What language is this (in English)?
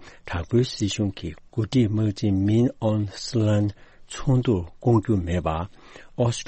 Tibetan